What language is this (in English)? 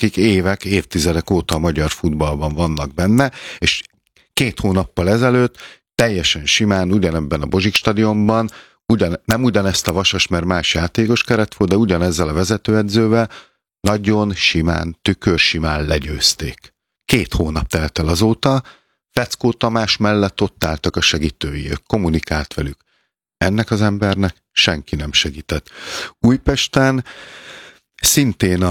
Hungarian